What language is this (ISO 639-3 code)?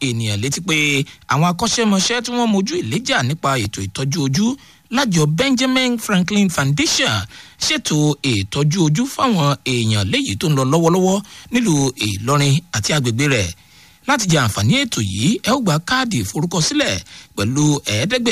yor